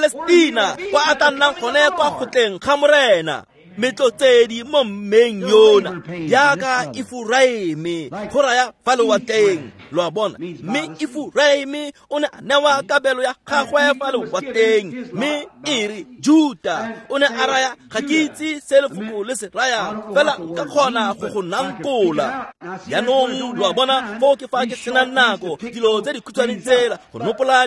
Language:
Tswana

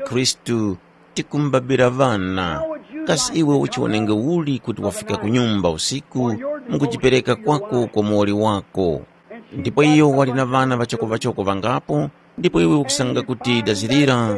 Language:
Tumbuka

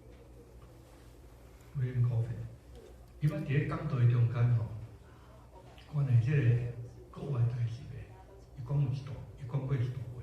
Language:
Min Nan Chinese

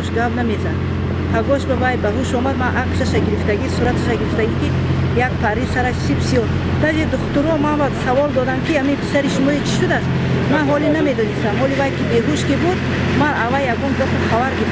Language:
Tajik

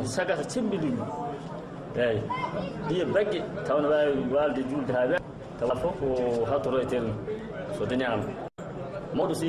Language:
Fula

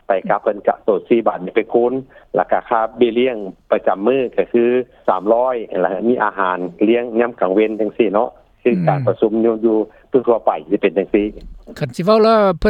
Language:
Lao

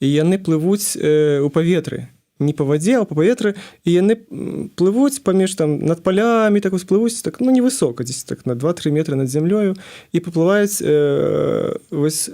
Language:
Belarusian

